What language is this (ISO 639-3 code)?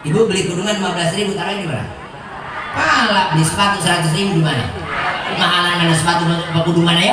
bew